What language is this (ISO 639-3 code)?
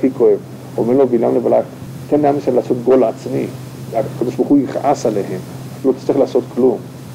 heb